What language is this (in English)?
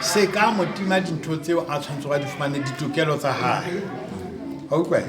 Southern Sotho